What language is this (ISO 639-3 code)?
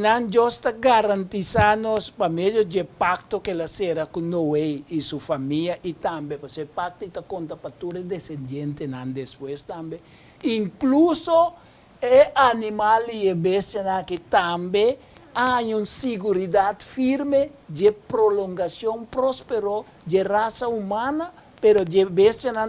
pap